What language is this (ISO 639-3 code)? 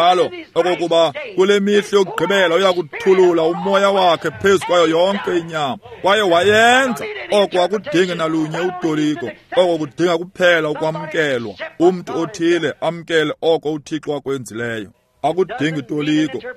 xho